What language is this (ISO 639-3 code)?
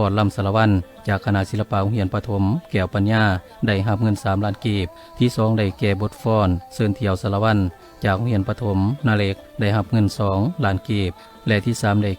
lao